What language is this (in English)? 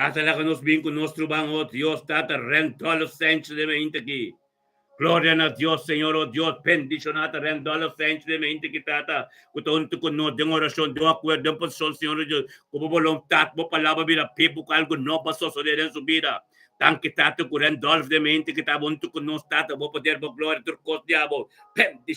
Papiamento